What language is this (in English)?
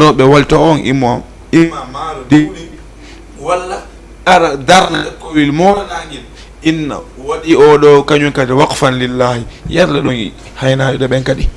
Fula